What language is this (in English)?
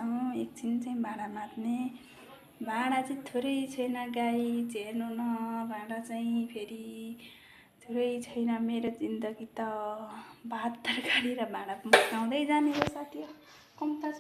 Nepali